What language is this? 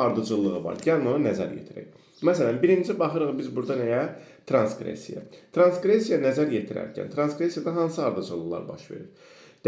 Azerbaijani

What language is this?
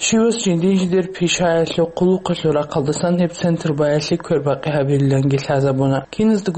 Avaric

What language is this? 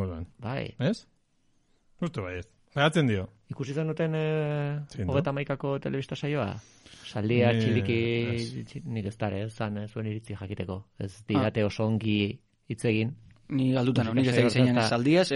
Basque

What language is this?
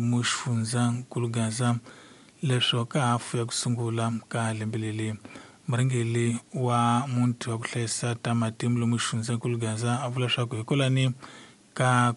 Tsonga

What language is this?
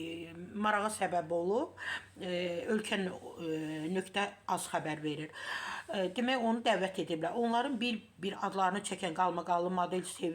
Azerbaijani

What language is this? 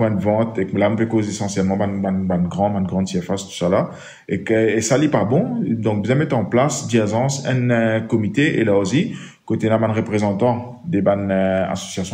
Morisyen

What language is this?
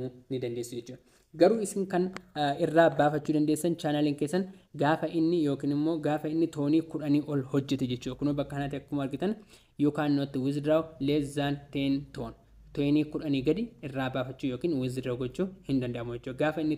Oromo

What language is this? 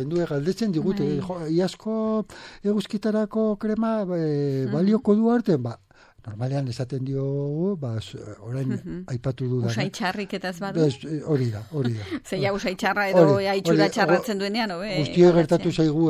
Basque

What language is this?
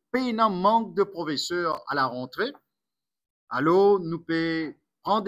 Morisyen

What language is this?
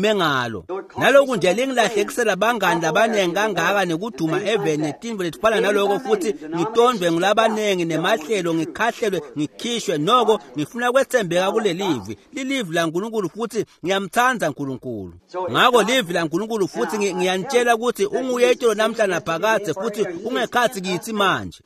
Swati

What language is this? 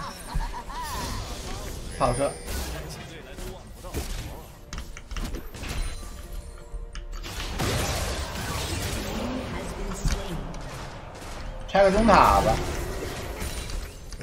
Chinese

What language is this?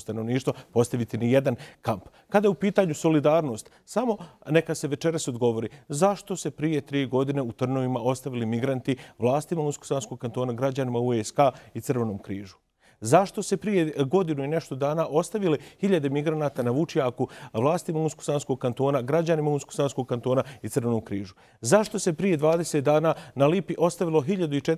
Bosnian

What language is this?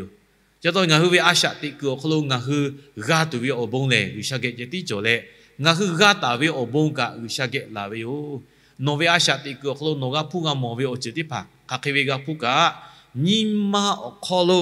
Lahu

